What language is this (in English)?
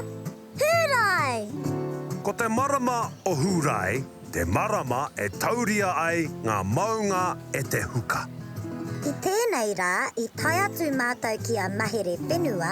Māori